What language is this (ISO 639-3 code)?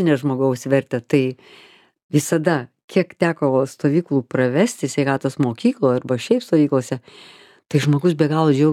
lit